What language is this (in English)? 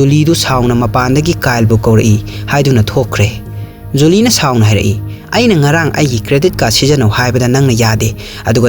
Manipuri